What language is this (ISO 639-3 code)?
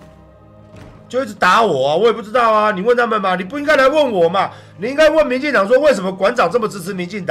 zho